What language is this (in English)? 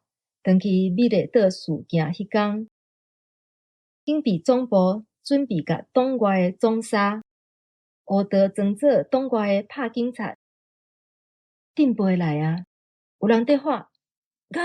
Min Nan Chinese